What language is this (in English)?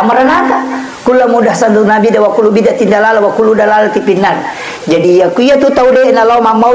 Buginese